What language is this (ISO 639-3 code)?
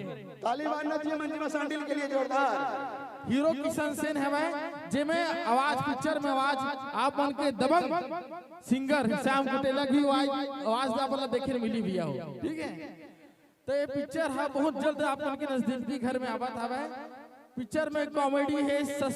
hne